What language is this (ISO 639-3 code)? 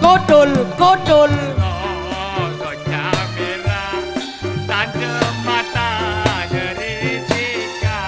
mad